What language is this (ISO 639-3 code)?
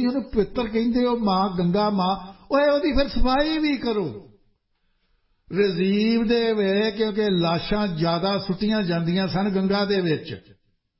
pan